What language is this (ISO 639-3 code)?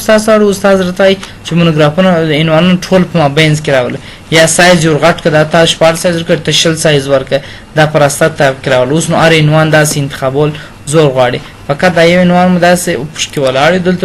pus